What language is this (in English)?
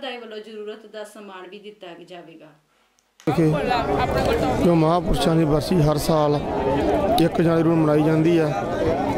Punjabi